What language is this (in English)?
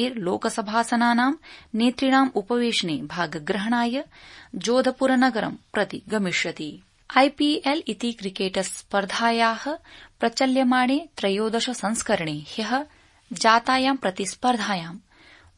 Sanskrit